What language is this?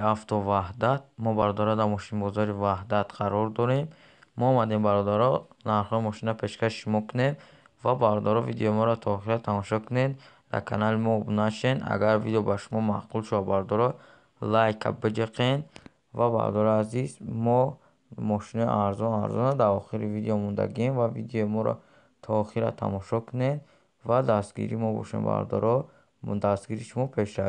Tajik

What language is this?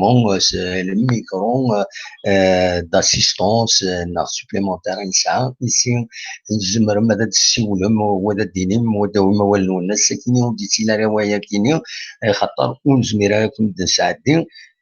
Kabyle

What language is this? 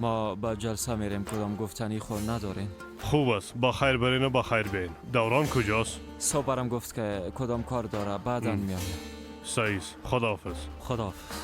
Persian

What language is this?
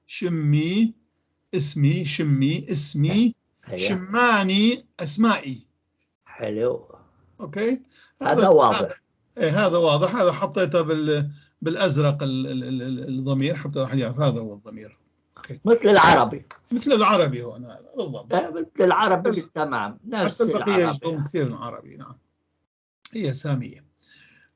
North Levantine Arabic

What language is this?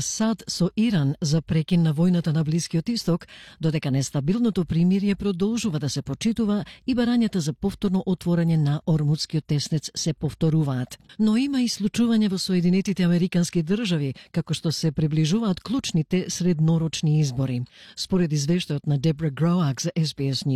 Macedonian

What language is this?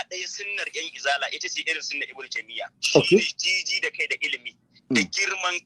Hausa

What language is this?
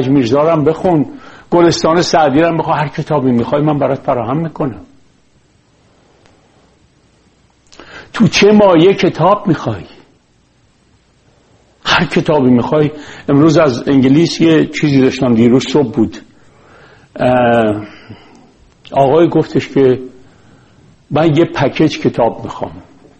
Persian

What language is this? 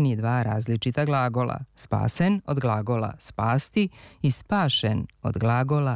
Serbian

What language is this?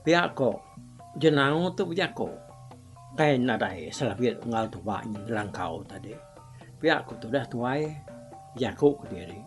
Iban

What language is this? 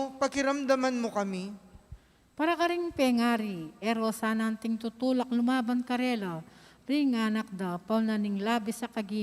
Pampanga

